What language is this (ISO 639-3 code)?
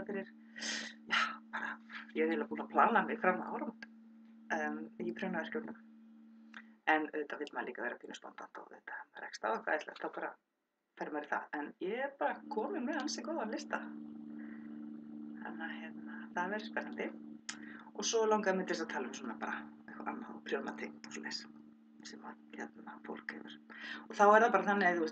isl